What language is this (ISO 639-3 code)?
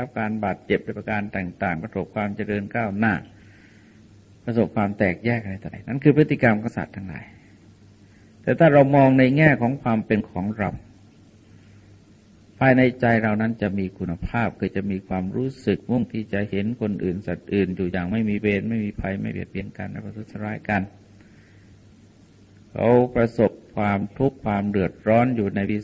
tha